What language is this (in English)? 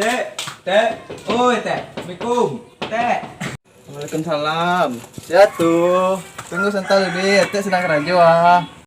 Minangkabau